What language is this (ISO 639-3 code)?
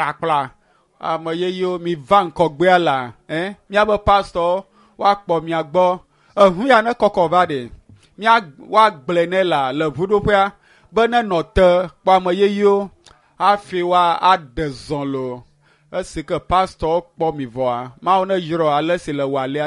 ewe